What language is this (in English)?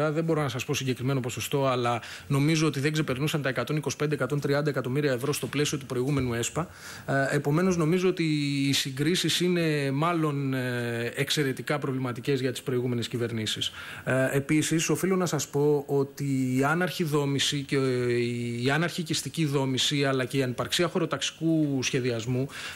Greek